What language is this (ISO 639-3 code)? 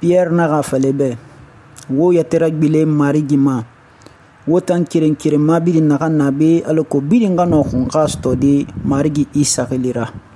sus